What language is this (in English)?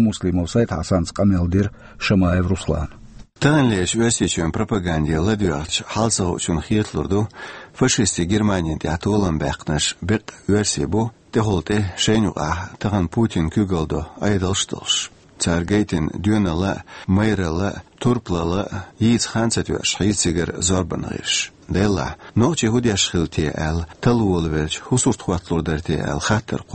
Chechen